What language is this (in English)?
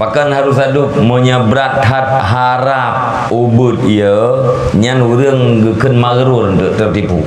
Achinese